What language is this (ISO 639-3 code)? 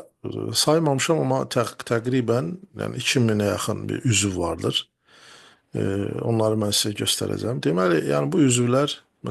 aze